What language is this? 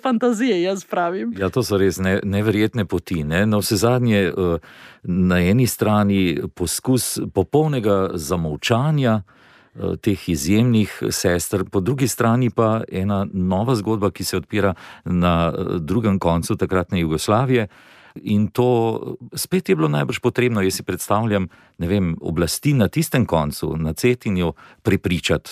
Slovenian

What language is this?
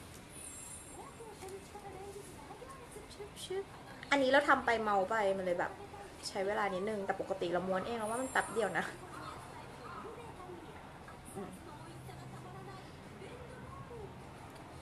Thai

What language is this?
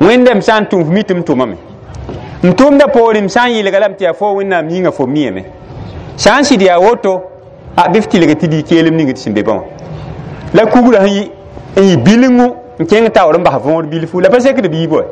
Mossi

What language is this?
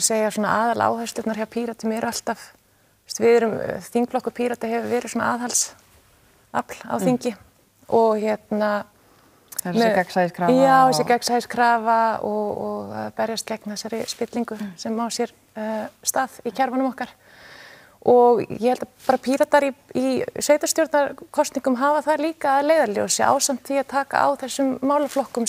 Icelandic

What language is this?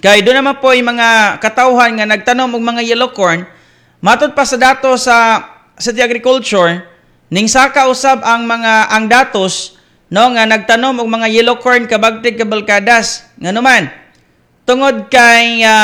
Cebuano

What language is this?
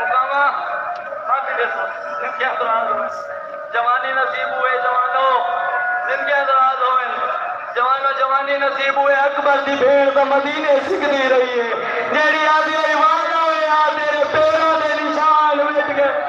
Saraiki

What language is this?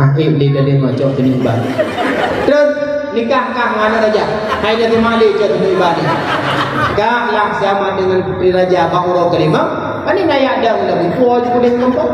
Achinese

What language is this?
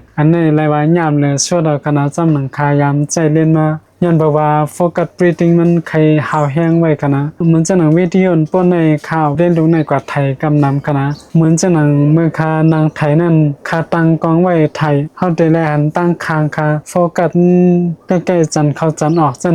Shan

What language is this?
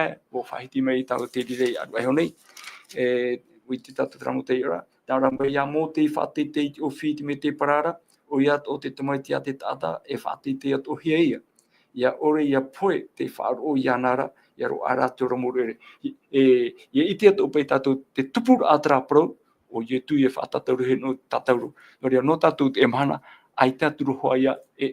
Tahitian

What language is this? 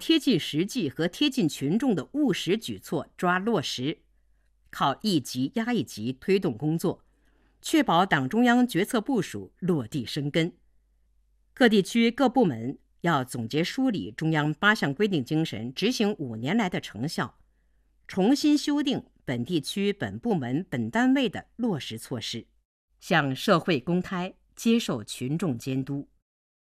Chinese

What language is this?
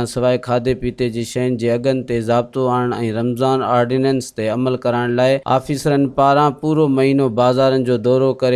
Sindhi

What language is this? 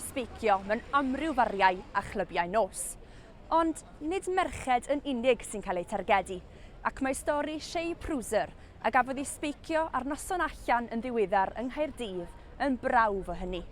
Welsh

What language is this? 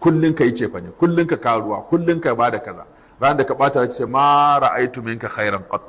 Hausa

